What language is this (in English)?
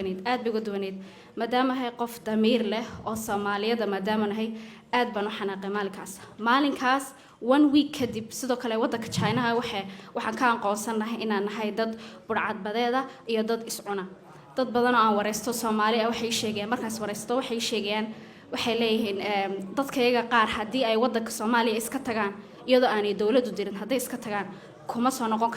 Somali